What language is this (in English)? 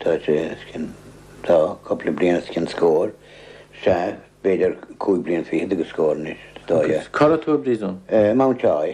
Irish